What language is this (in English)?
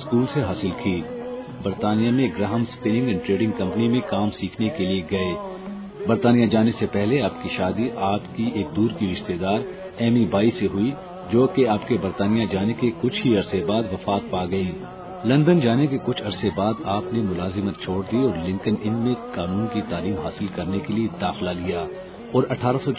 Urdu